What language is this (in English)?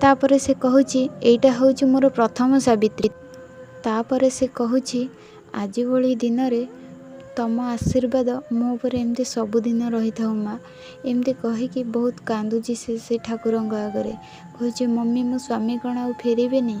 Odia